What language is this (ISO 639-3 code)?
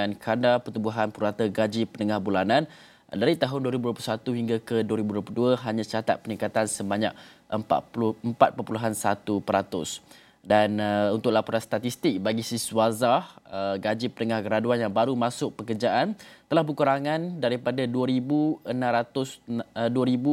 msa